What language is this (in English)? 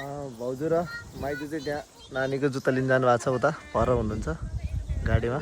Nepali